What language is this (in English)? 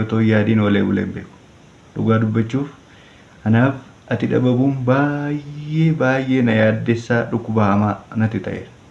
Oromo